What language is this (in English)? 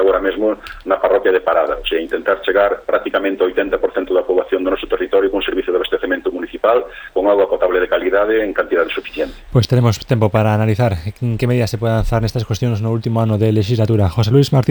Galician